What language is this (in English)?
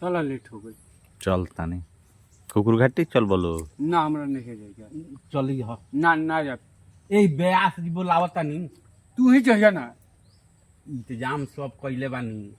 Bhojpuri